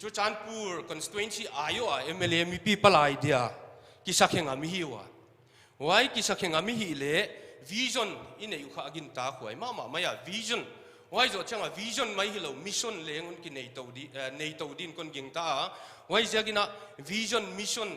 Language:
Paite Chin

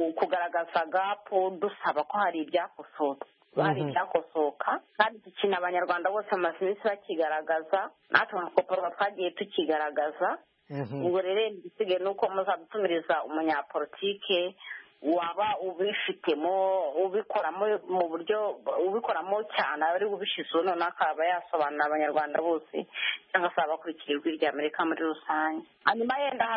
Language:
Kinyarwanda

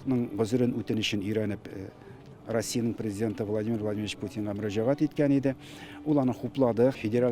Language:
Tatar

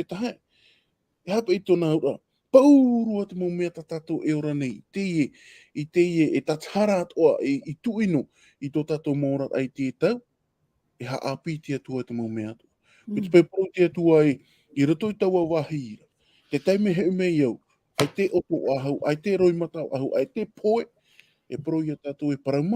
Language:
Tahitian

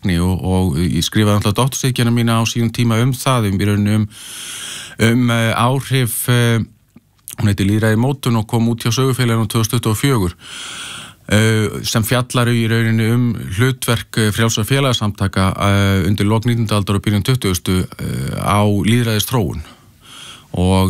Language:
Icelandic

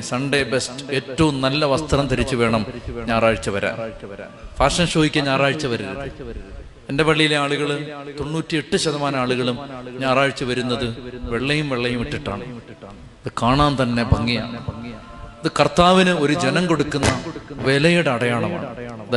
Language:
Malayalam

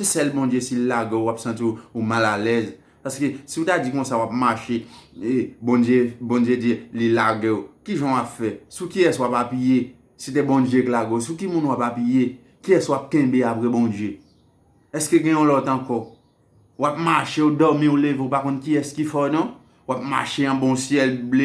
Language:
Haitian Creole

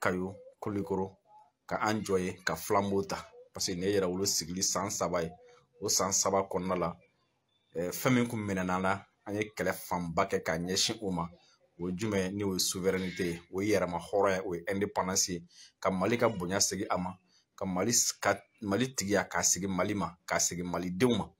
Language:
Bambara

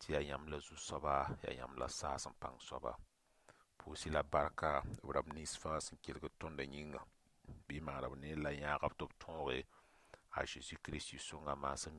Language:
Mossi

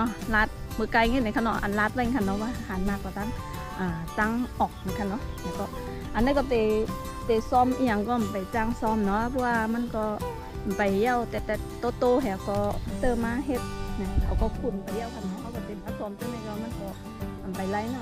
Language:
Shan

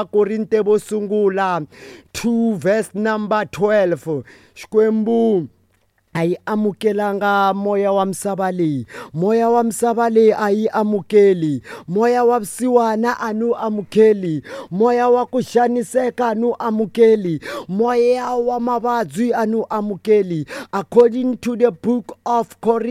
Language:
Tsonga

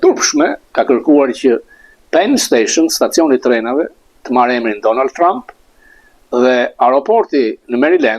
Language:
Albanian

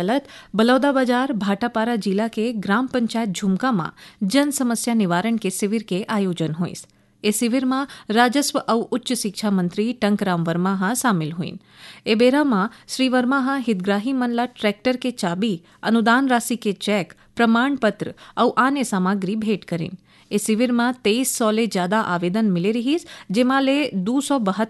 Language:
Chhattisgarhi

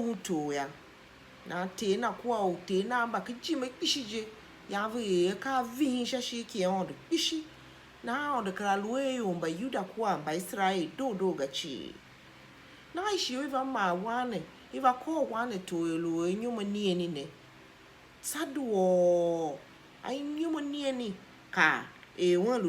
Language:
Tiv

